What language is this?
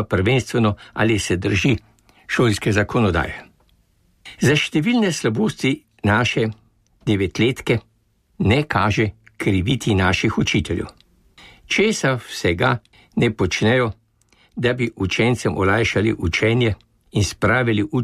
Slovenian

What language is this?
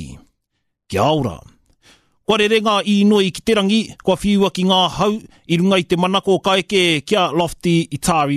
Māori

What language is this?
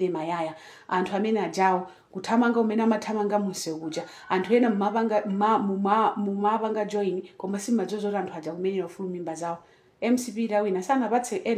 Nyanja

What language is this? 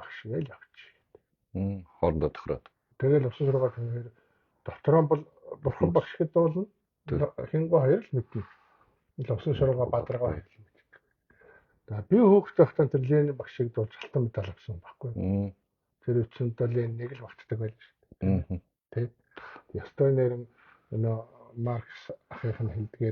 Mongolian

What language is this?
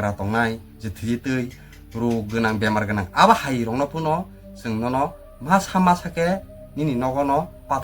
Kok Borok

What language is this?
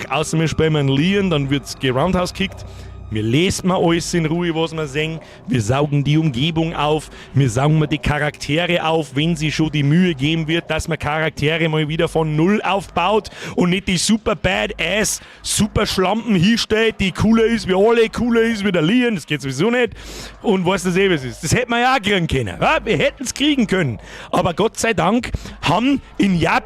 Bavarian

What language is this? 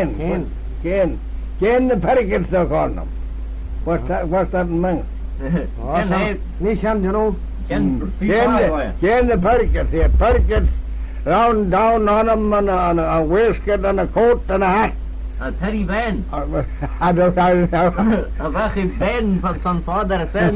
Manx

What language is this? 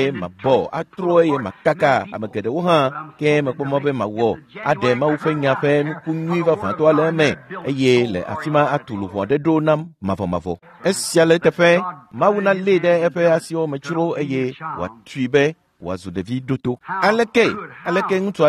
Ewe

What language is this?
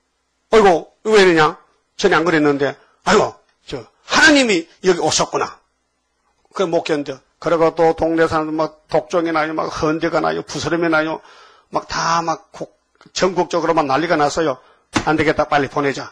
Korean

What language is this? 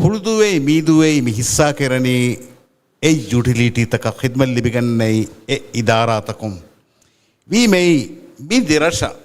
Divehi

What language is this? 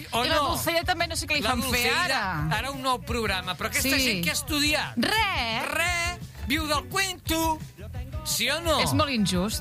Catalan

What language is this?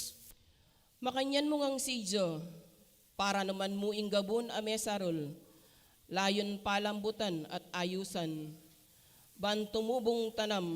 Pampanga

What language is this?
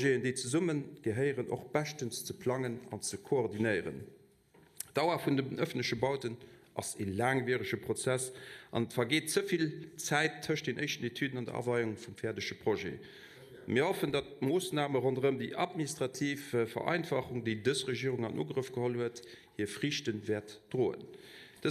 Luxembourgish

